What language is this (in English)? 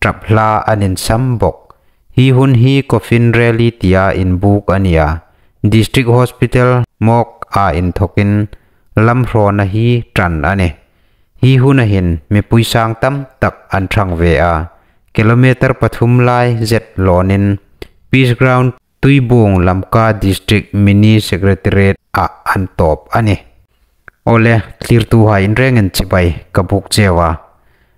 Hmar